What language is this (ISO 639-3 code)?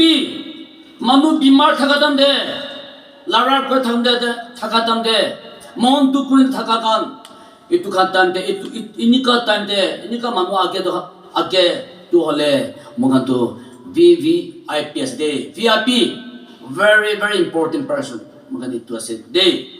nag